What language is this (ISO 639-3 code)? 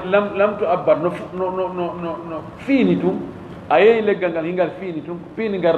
ful